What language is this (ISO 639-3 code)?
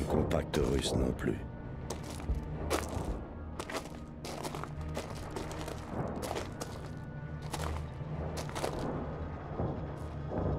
fra